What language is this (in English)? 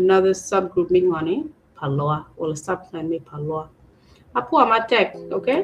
Acoli